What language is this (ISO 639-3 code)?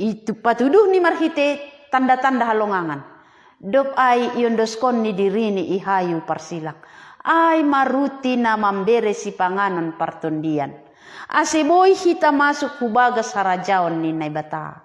bts